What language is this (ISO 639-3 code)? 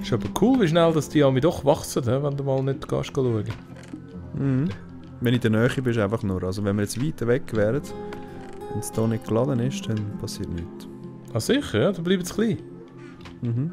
gsw